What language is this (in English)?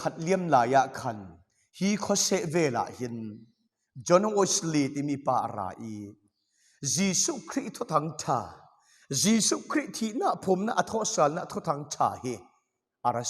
Falam Chin